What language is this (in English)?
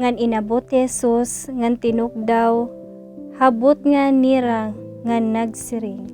Waray